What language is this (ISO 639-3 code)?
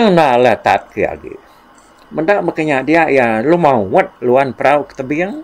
iba